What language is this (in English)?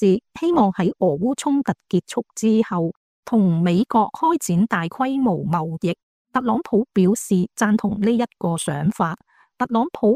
Cantonese